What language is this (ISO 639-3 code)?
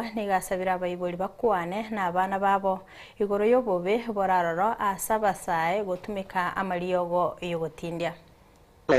guz